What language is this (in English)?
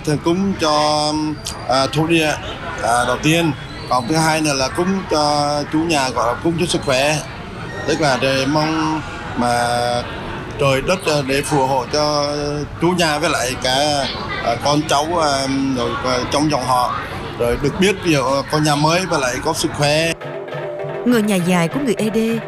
Vietnamese